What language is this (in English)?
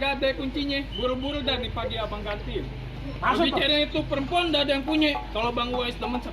Betawi